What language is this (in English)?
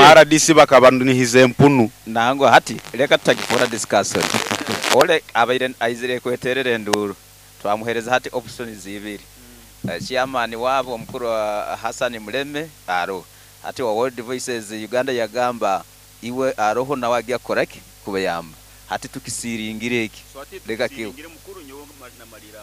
Nyankole